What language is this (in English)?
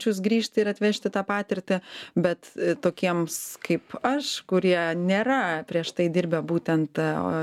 Lithuanian